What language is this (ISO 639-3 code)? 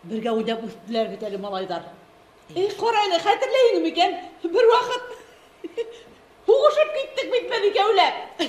bak